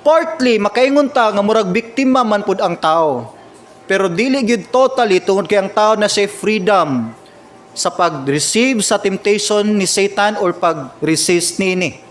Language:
Cebuano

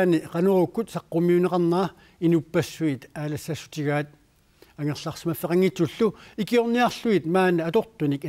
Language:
Kalaallisut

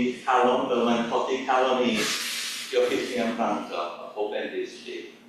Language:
Welsh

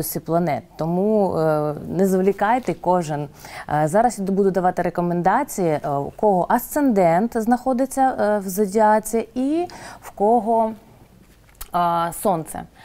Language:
Ukrainian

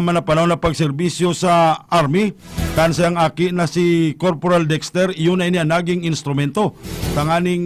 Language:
Bikol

